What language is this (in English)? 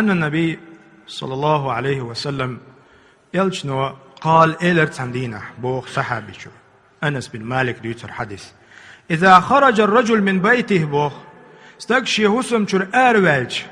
Chechen